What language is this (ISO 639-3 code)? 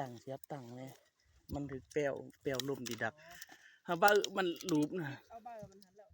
lao